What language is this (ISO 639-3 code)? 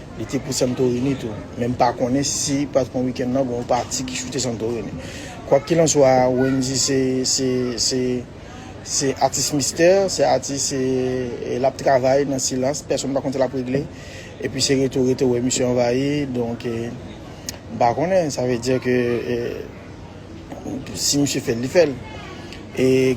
hat